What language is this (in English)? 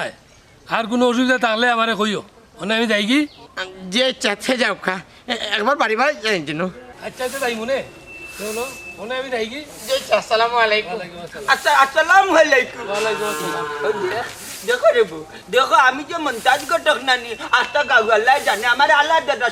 Sylheti